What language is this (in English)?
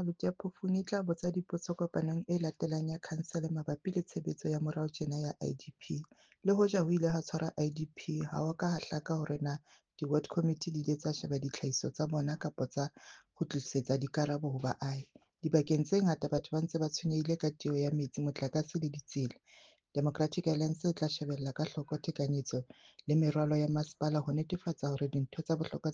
Southern Sotho